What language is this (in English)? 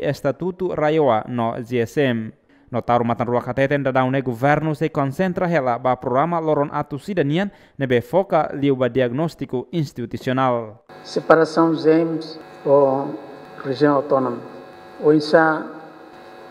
Tetum